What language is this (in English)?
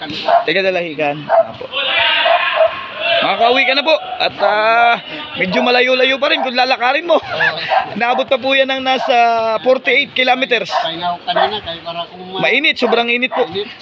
Filipino